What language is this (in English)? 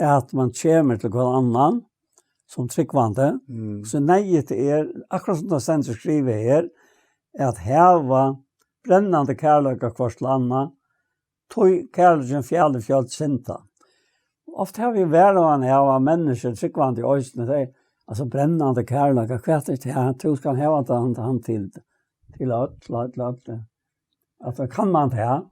Faroese